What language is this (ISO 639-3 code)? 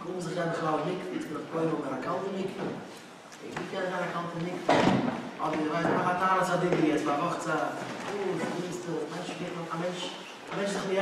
yid